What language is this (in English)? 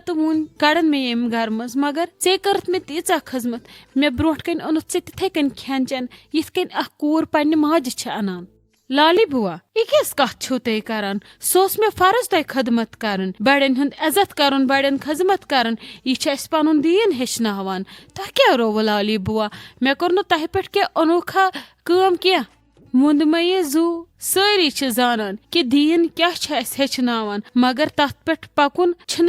Kashmiri